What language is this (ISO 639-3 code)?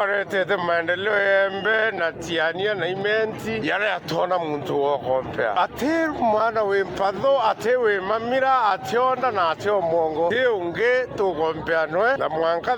mer